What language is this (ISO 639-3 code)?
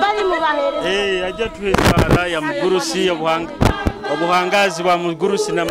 nyo